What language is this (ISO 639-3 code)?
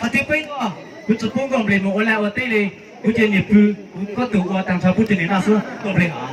hmn